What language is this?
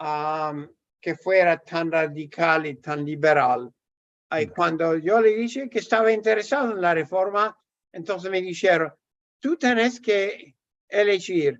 Ladino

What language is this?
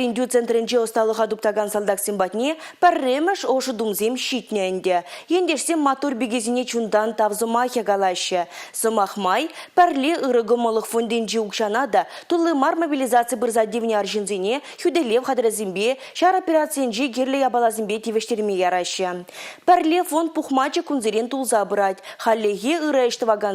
Chuvash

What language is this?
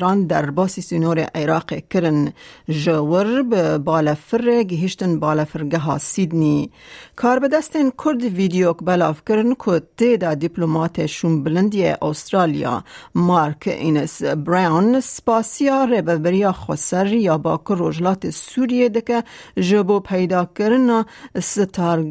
Kurdish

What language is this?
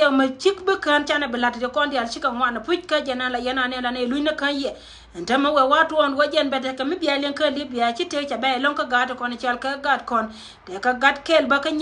Nuer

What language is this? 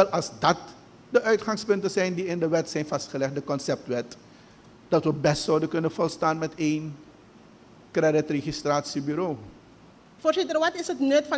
Dutch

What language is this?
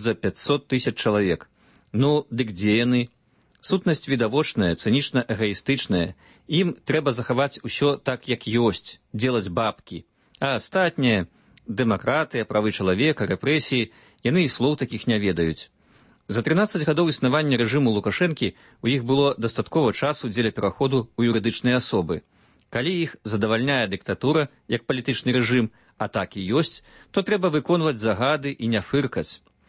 Belarusian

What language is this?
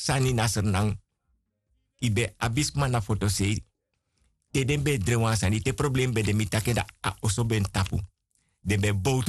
Sranan Tongo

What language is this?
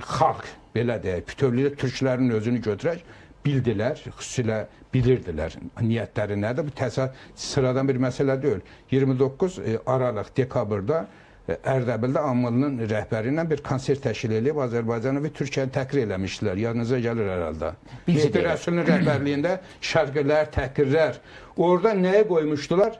Azerbaijani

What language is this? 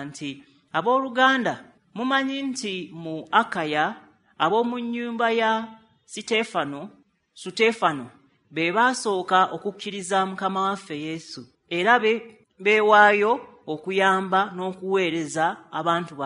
Ganda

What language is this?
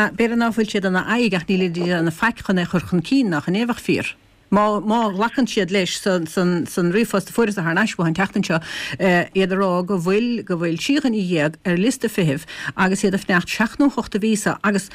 Irish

